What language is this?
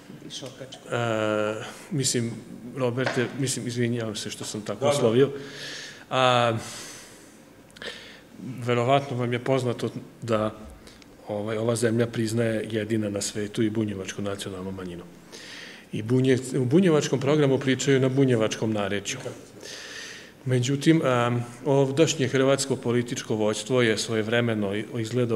Serbian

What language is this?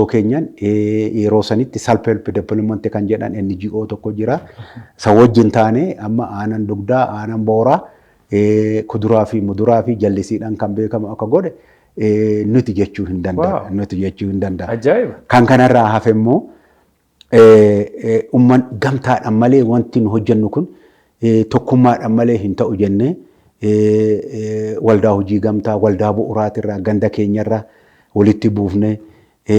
Oromo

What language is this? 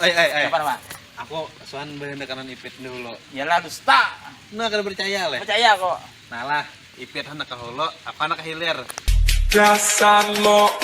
Banjar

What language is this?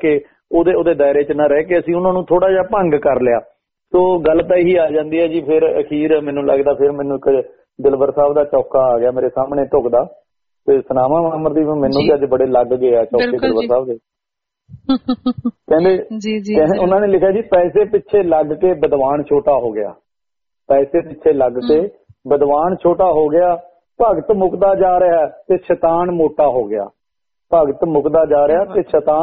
Punjabi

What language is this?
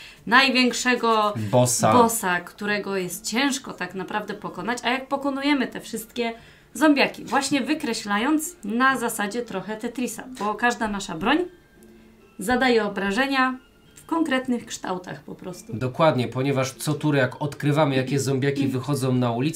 Polish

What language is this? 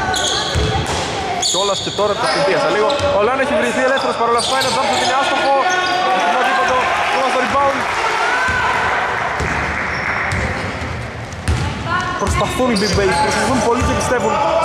Greek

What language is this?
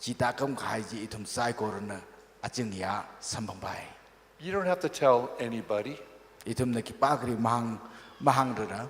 Tangkhul Naga (India)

